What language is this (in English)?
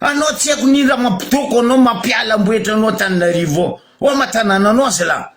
Malagasy